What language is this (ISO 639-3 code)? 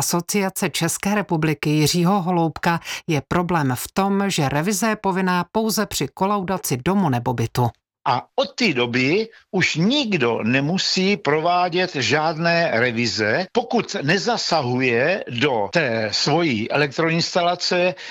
ces